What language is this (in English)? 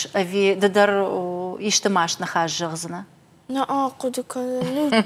Ossetic